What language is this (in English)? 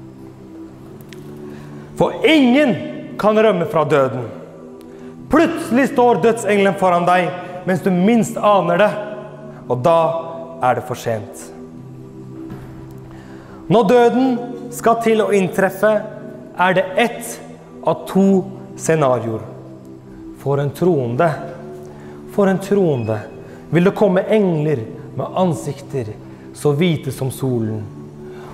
Norwegian